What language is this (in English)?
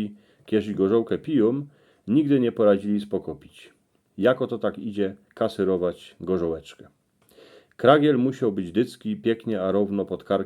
Silesian